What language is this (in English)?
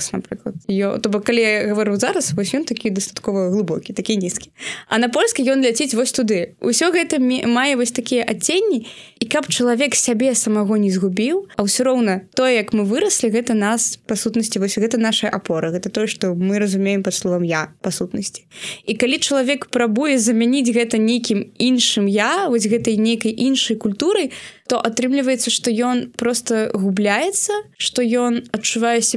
Belarusian